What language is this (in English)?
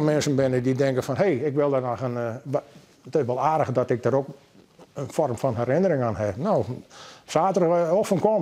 Western Frisian